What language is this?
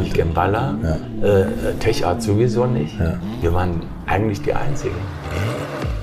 German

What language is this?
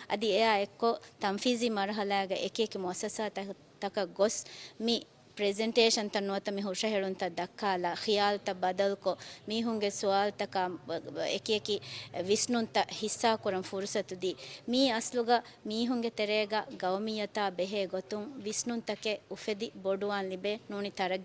Divehi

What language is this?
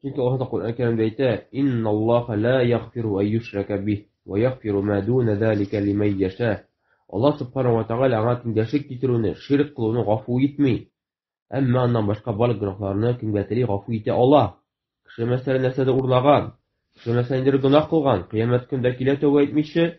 Tatar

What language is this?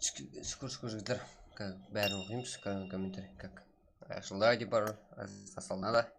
Kara-Kalpak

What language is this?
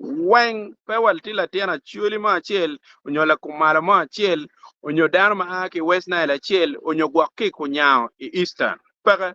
Acoli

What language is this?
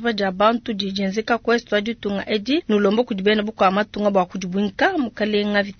Luba-Lulua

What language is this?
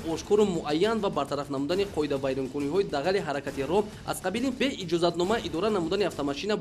Tajik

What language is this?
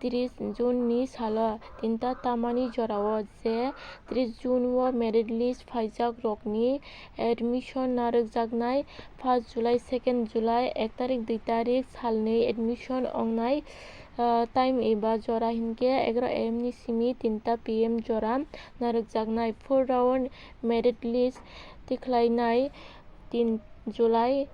Kok Borok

